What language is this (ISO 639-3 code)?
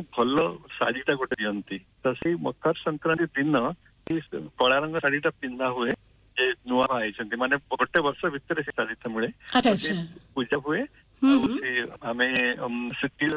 ori